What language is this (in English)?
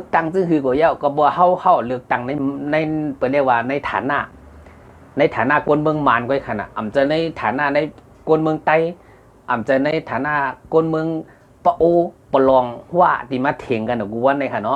Shan